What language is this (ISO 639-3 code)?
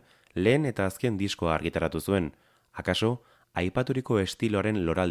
eus